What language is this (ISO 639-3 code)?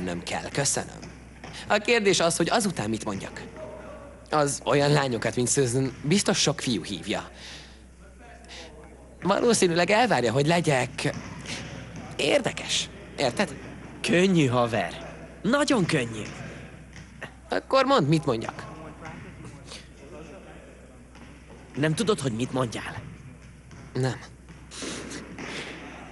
hun